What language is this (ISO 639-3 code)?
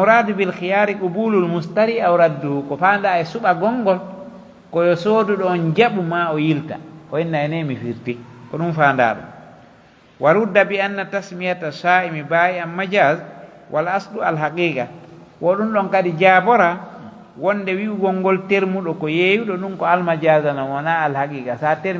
fuf